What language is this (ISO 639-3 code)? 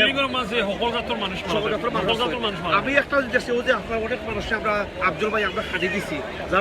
syl